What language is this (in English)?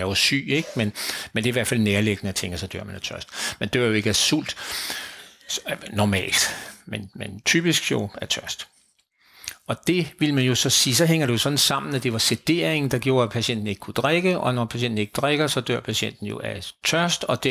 Danish